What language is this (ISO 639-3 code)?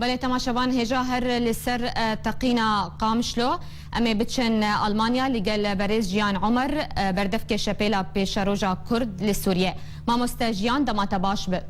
kur